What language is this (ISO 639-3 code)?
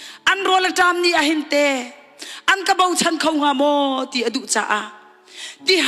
cnh